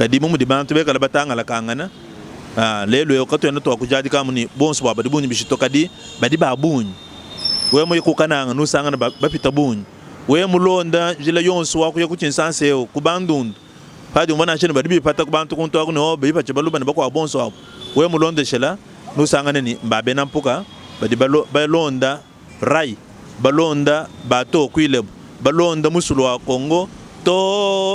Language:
Luba-Lulua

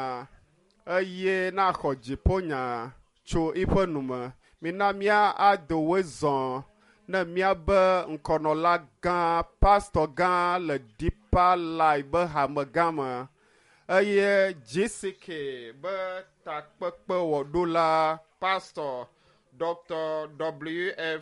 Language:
Ewe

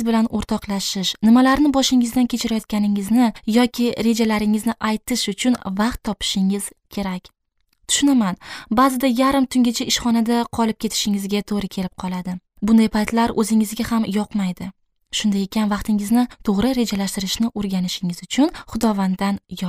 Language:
Uzbek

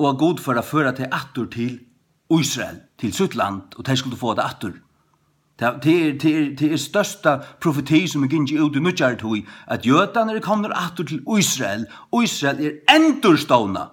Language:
Faroese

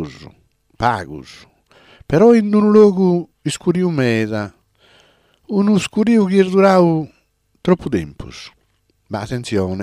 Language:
Sardinian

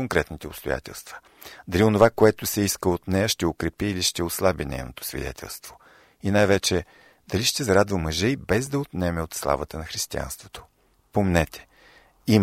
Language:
Bulgarian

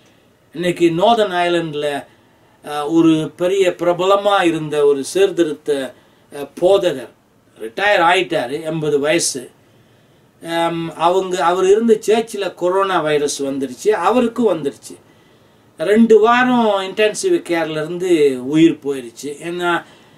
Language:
Tamil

